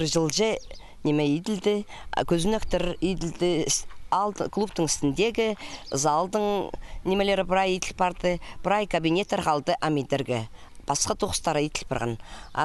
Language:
Khakas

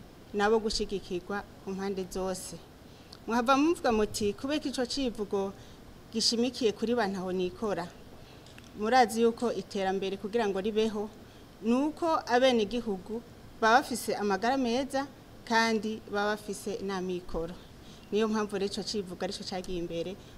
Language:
Rundi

